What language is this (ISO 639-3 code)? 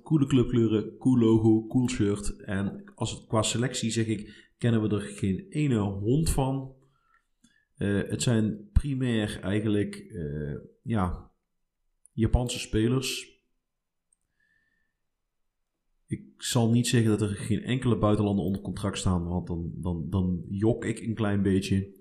nld